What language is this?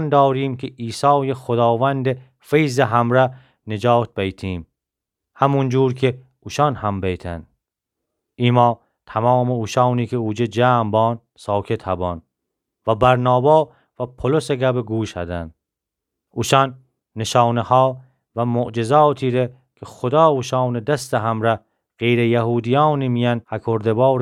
Gilaki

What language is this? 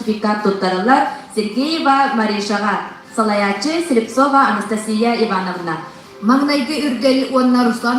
Yakut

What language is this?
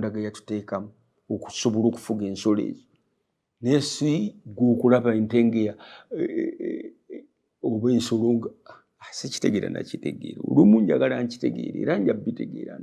Ganda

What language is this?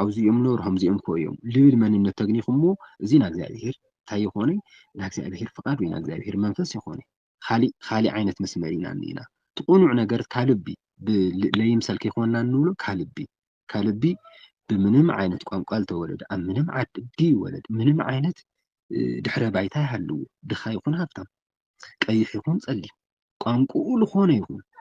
Tigrinya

